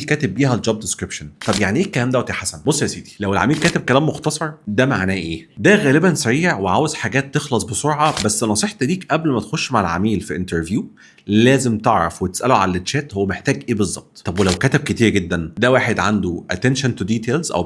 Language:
Egyptian Arabic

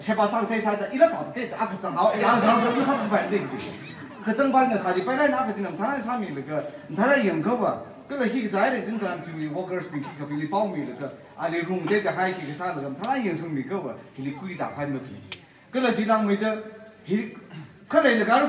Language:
Tangkhul Naga (India)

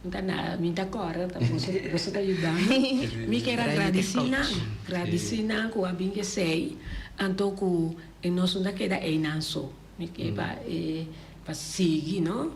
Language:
Papiamento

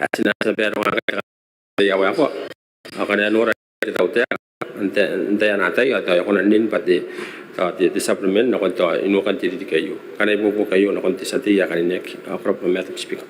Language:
Gilbertese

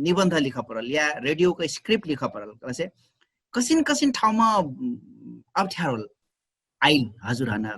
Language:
Dangaura Tharu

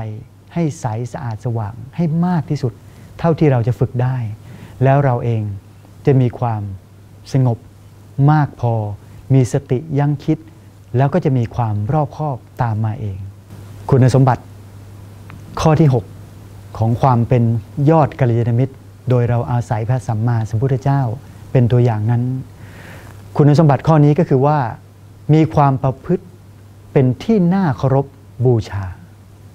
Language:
Thai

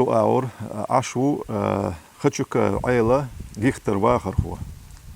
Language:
Chechen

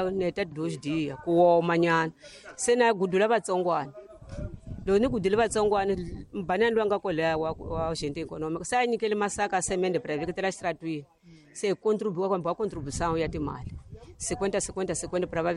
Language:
Tsonga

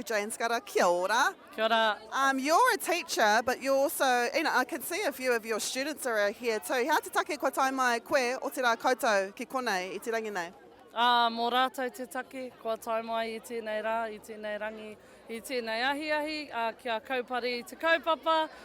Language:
Māori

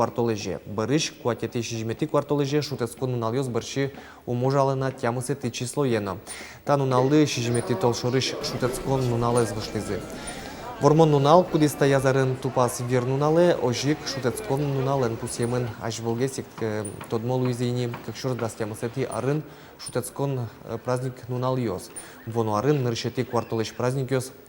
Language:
Udmurt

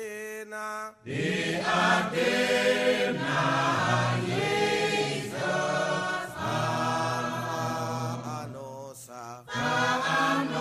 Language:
Dutch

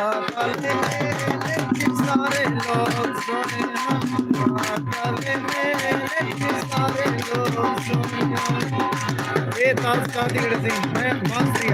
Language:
Saraiki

